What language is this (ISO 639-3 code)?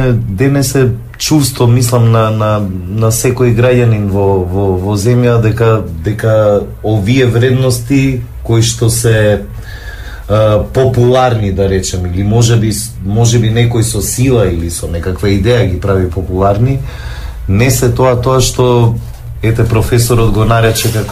mkd